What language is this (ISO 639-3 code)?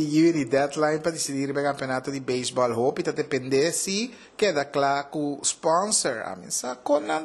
pap